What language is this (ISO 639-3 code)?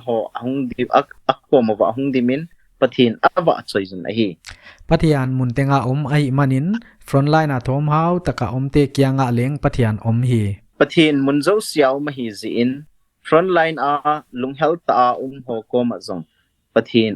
pck